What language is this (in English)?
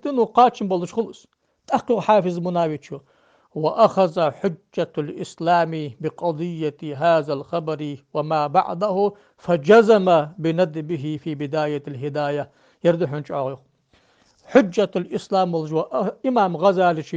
Ingush